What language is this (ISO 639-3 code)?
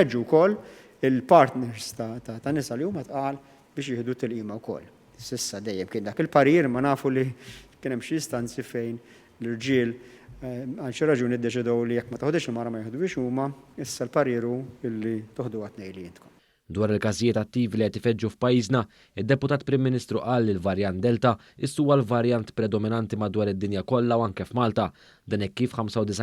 mlt